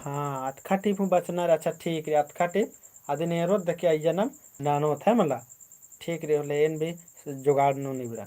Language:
Kurukh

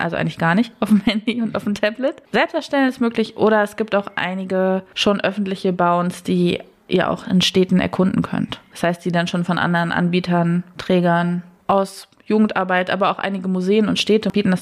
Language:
German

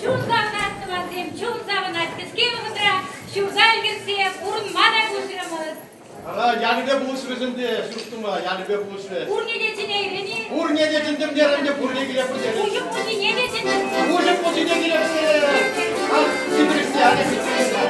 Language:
Chuvash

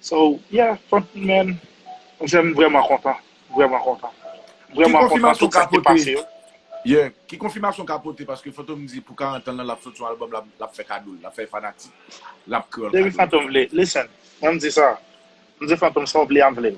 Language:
Haitian Creole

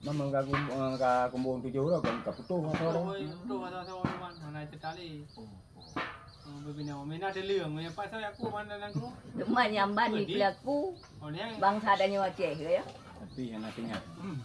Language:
Achinese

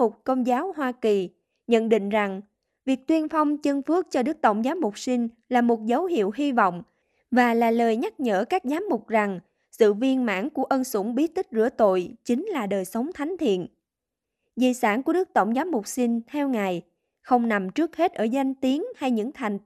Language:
Vietnamese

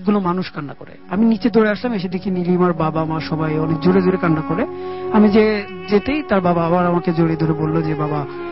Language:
Bangla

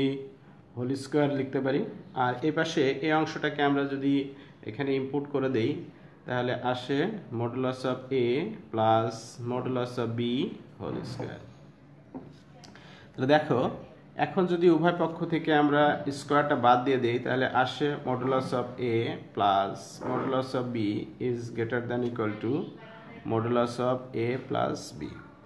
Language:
Bangla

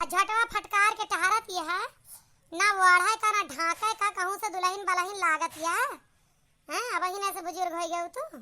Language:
Awadhi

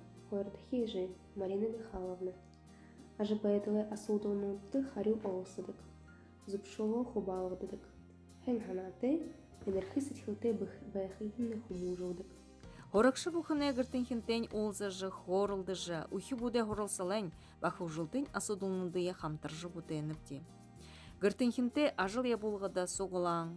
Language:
Buriat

